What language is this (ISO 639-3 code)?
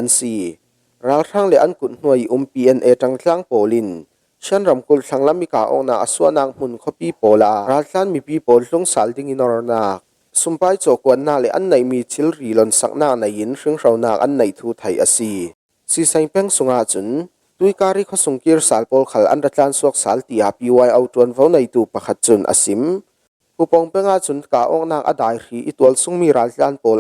cfm